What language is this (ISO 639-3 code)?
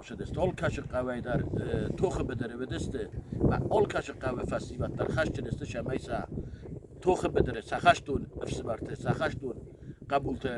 oss